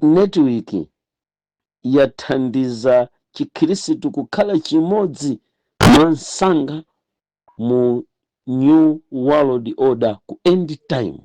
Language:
Nyanja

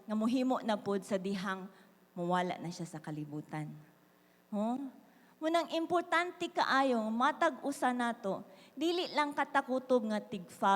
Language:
Cebuano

